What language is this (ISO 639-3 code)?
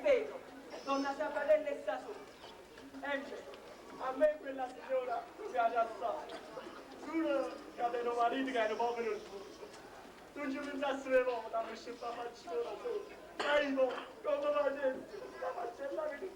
nap